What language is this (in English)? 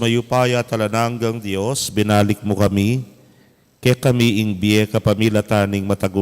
Pampanga